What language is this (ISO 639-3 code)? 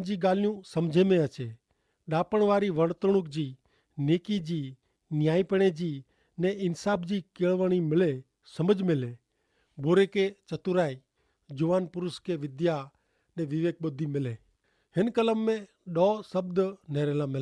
kfr